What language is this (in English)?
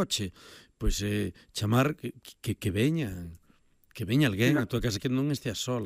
Galician